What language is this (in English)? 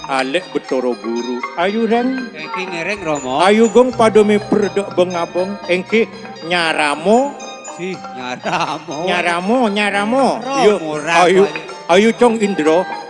Madurese